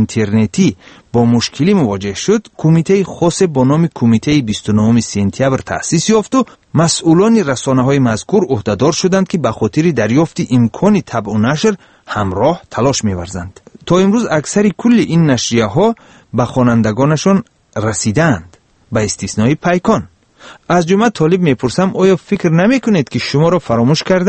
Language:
Persian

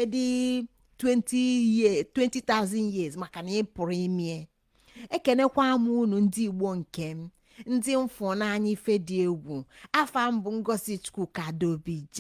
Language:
Igbo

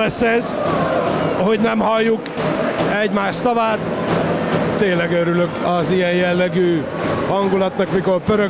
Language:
Hungarian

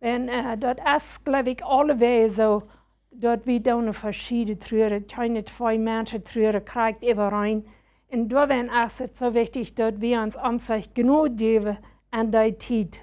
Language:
Plautdietsch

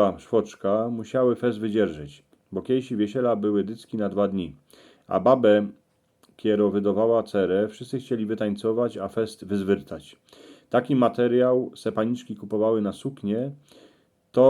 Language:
Silesian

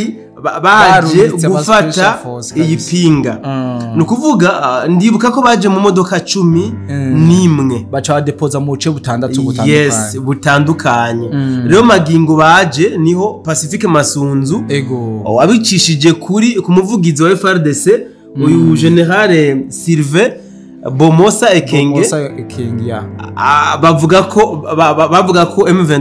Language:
Rundi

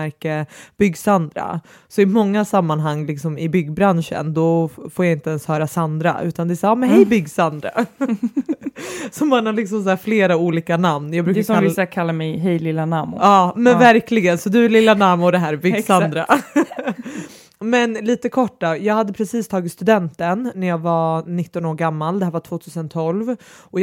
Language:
Swedish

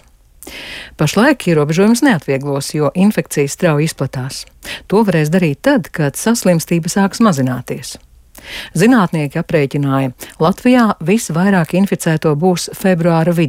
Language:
Latvian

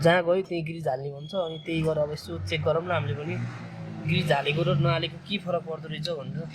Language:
Nepali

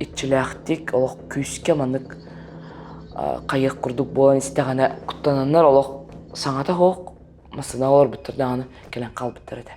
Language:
Yakut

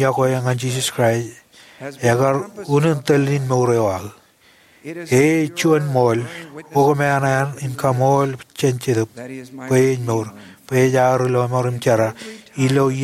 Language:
Marshallese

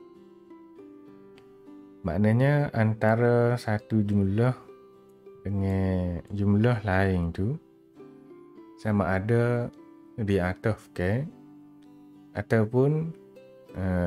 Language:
Malay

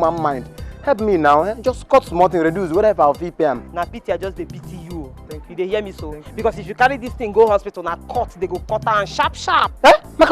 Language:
Nigerian Pidgin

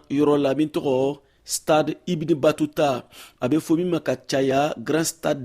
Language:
Bambara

